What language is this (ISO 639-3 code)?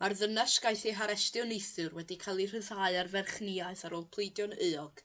cym